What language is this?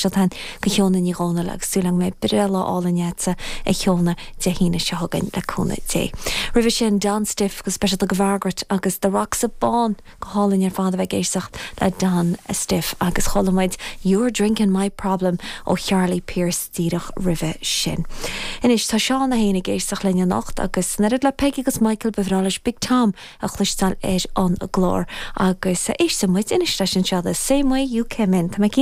Irish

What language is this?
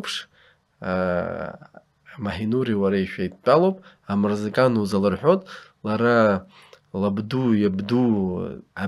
Abkhazian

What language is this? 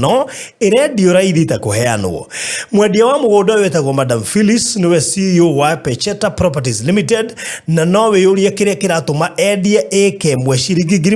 Kikuyu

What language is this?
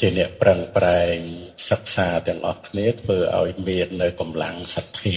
Khmer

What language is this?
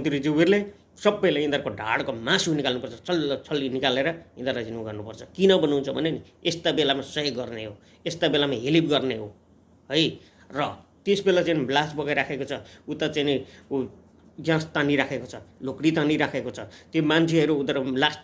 Nepali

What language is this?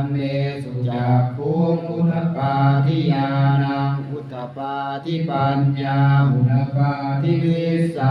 Pali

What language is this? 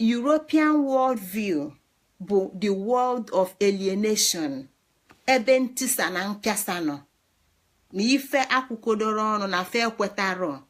Igbo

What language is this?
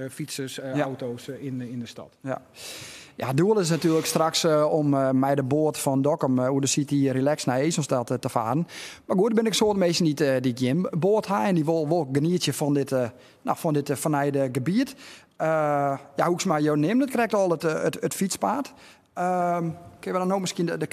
Western Frisian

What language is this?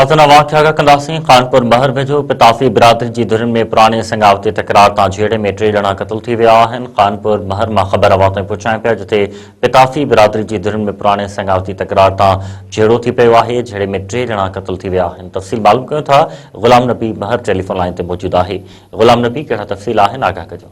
Sindhi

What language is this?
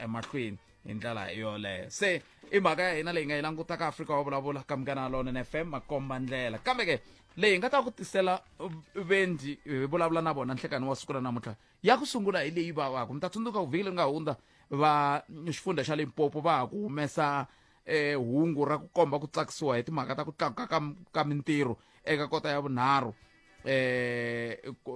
Tsonga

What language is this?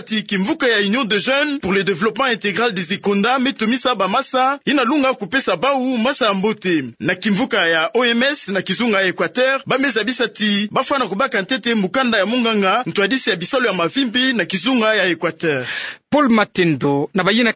Kituba (Democratic Republic of Congo)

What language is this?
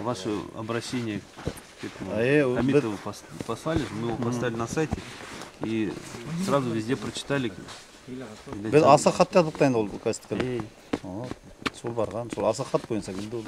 Bashkir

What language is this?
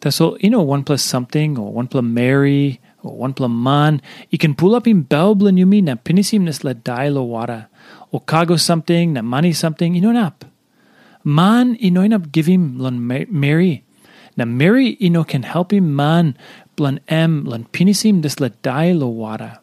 Tok Pisin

